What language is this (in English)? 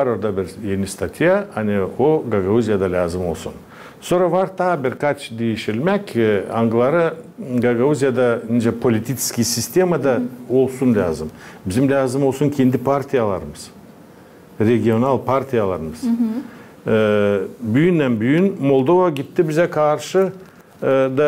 Gagauz